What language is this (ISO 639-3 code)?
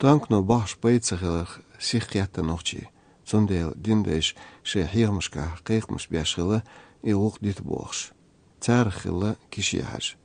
che